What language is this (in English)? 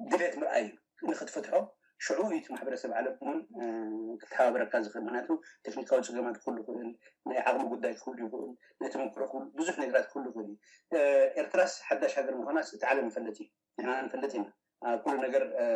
Tigrinya